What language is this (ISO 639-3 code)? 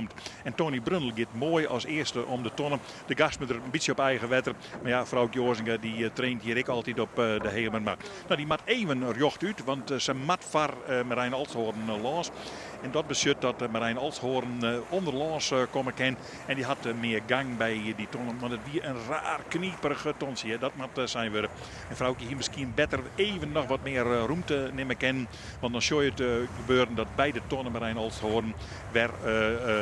fry